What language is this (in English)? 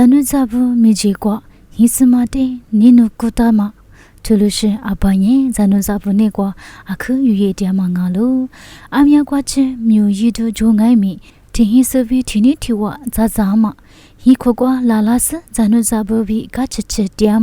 Lisu